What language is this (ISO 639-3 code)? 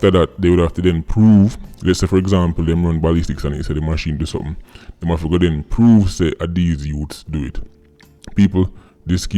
jam